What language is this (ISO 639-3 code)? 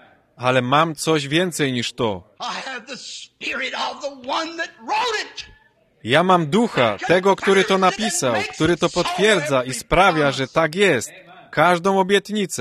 pol